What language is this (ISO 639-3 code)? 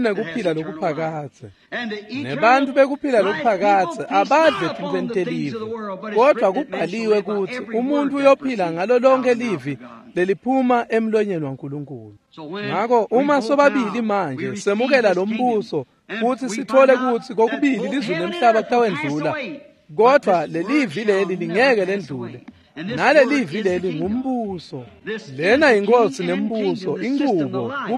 ssw